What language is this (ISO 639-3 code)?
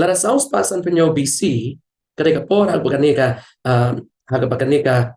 kha